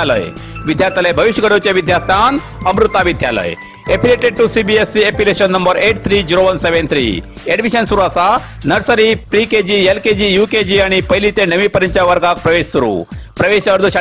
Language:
Konkani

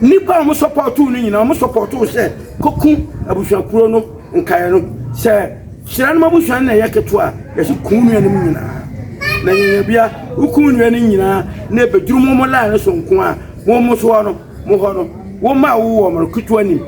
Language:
Akan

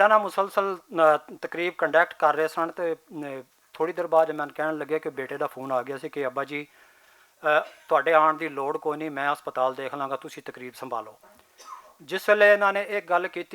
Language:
Western Panjabi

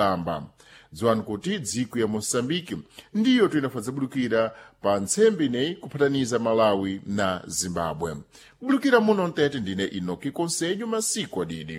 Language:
Sena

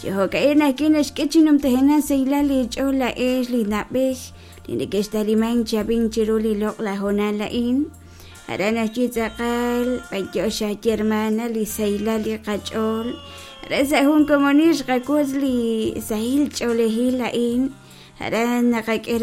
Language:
Kekchí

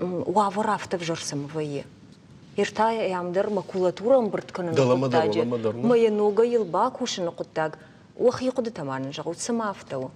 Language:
Ossetic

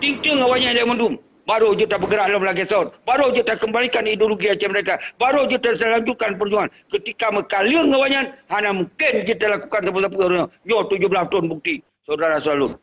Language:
Achinese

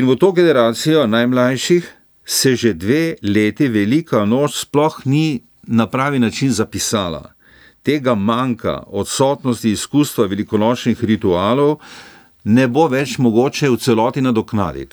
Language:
Slovenian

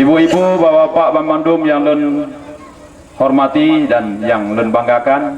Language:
Achinese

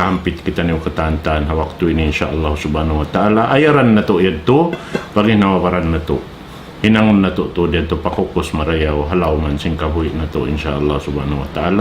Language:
Tausug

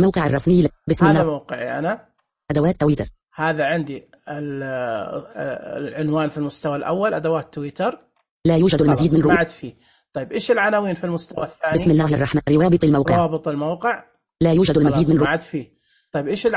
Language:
Najdi Arabic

